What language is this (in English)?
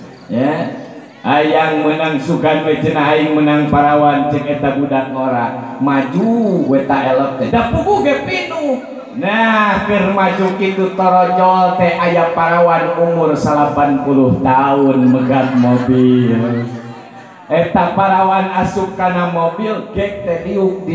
Sundanese